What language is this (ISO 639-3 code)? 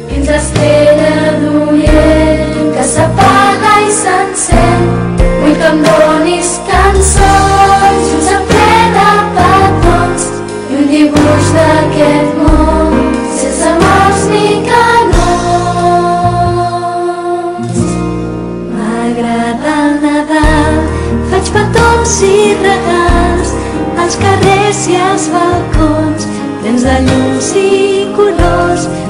cat